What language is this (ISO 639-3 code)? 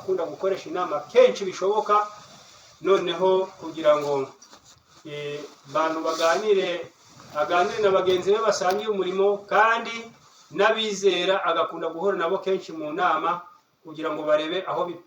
kin